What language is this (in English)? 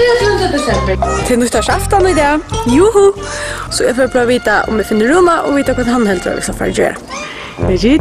Faroese